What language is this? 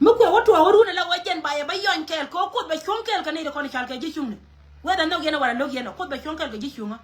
Nuer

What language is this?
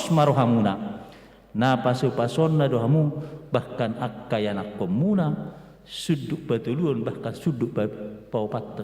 Batak Toba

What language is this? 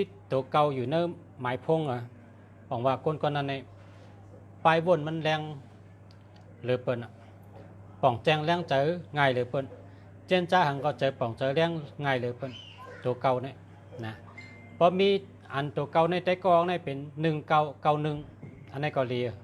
Shan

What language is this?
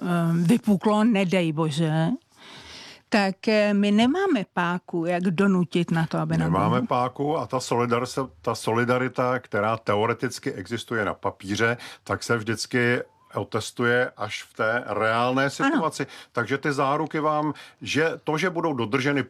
Czech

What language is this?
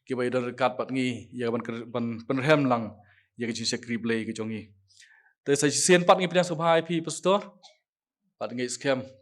Khasi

